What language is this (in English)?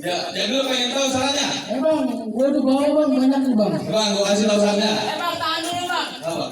Betawi